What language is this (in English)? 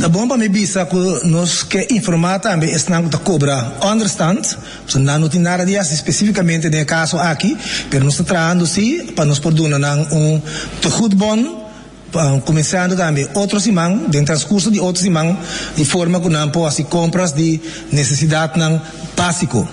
Papiamento